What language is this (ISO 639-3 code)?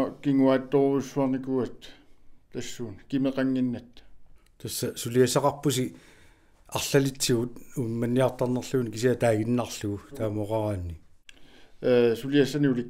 kal